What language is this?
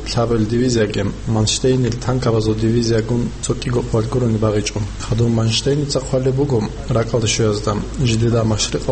Avaric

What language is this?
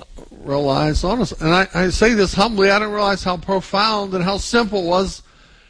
English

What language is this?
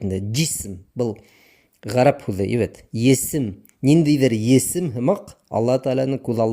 Bashkir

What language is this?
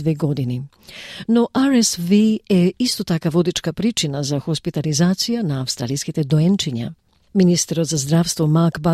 Macedonian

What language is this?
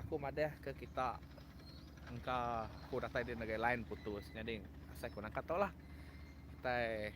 Iban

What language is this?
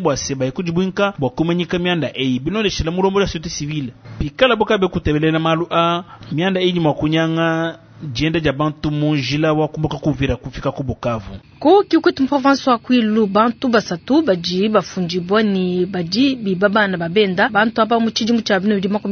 Luba-Lulua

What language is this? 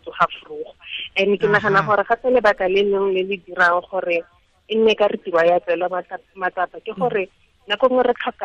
Tswana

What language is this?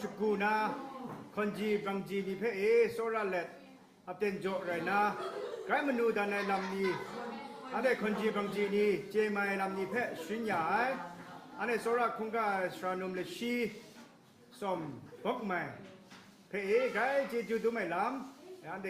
Kachin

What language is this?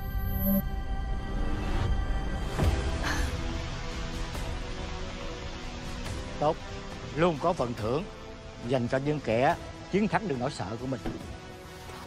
Vietnamese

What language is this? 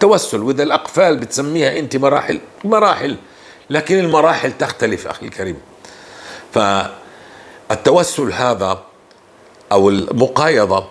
North Levantine Arabic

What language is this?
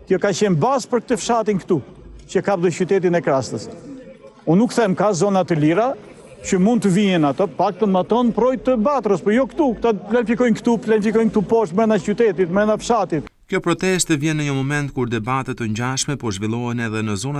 Albanian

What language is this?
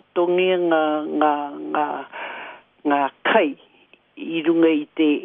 Māori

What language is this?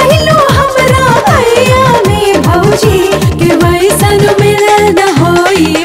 Bhojpuri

